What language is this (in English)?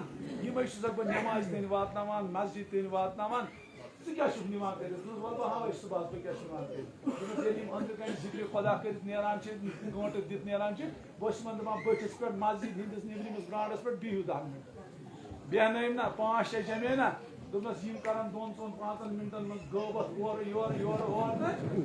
Kashmiri